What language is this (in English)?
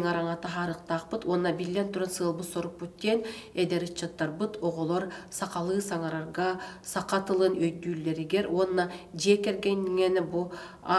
Yakut